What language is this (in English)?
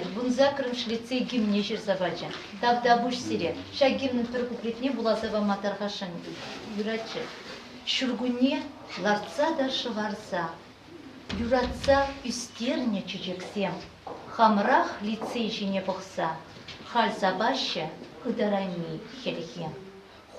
Chuvash